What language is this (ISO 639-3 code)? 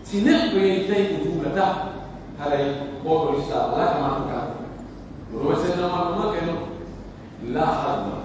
fuf